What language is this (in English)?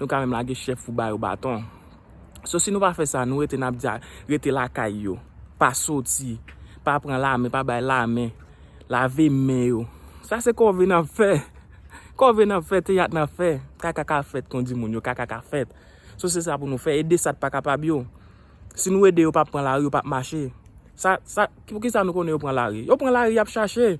Haitian Creole